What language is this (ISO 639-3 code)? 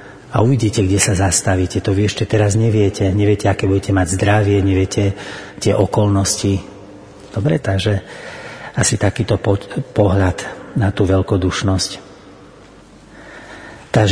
slk